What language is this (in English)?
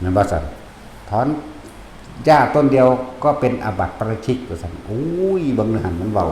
Northeastern Thai